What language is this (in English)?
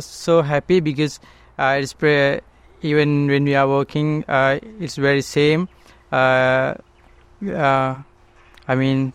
Macedonian